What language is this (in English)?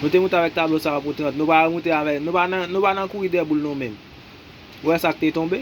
Haitian Creole